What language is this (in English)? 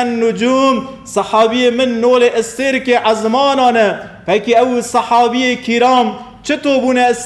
Kurdish